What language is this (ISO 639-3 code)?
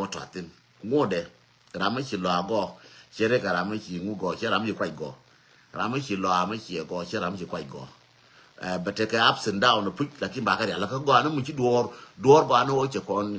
nus